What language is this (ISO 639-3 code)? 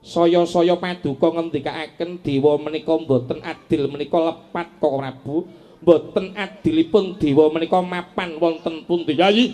jav